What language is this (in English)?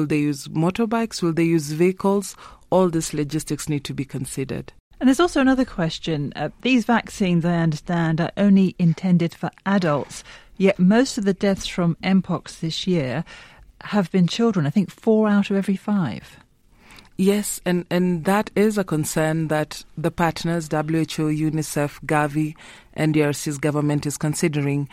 English